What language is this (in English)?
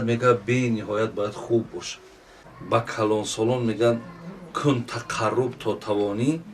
Tajik